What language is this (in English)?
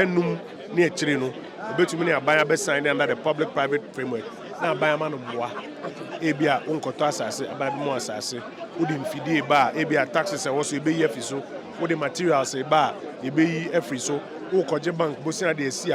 Akan